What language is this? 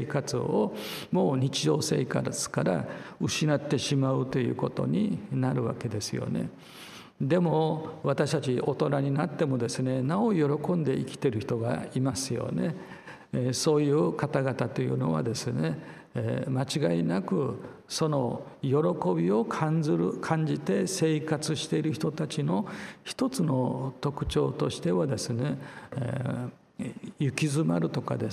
Japanese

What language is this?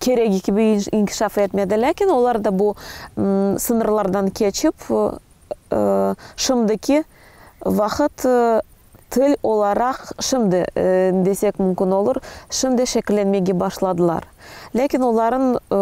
Crimean Tatar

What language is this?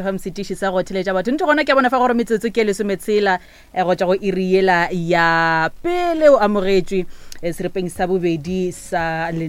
Northern Sotho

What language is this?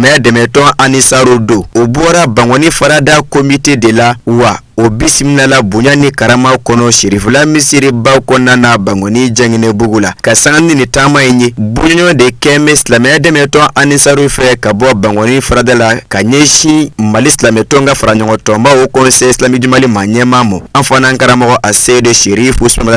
Bambara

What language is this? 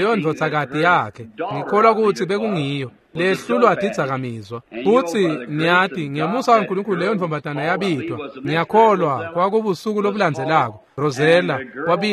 Swati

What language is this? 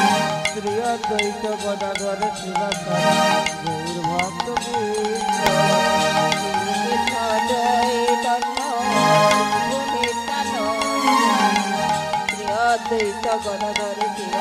Bangla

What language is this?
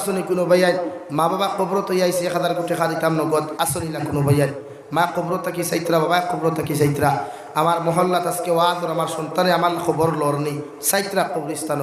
Sylheti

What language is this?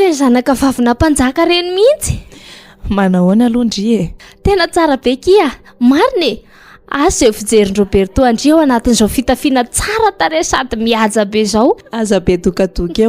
Malagasy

